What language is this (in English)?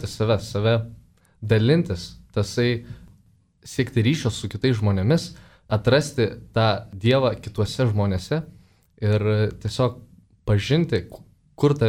Lithuanian